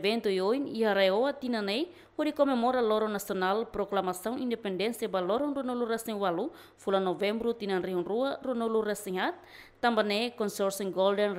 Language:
Tetum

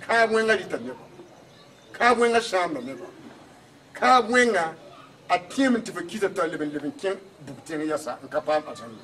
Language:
Mossi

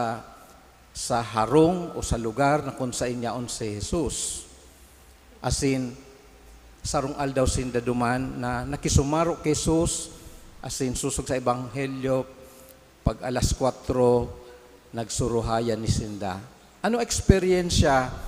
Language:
Bikol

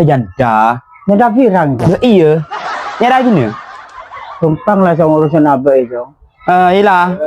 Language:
Madurese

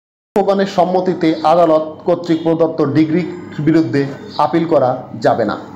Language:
Bangla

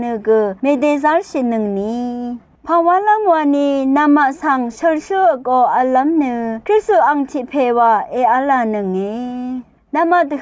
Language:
Rawang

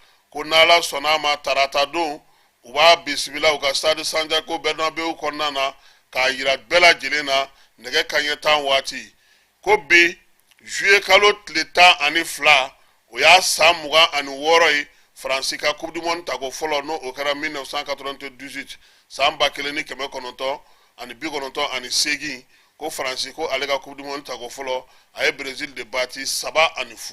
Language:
Bambara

